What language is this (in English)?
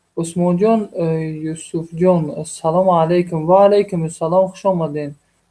Tajik